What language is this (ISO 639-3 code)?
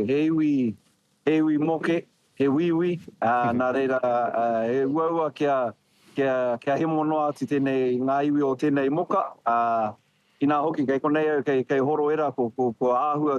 mri